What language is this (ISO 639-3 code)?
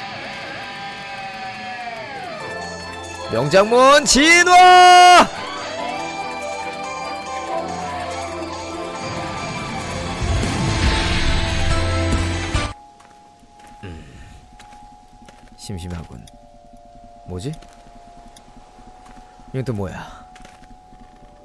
kor